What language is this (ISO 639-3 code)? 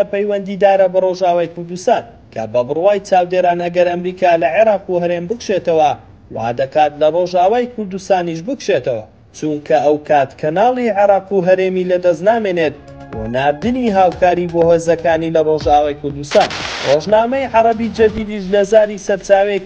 ckb